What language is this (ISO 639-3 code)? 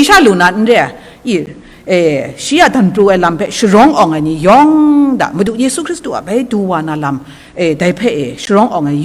kac